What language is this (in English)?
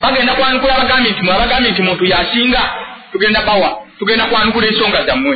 Ganda